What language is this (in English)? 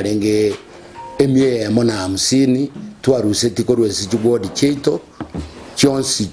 Gusii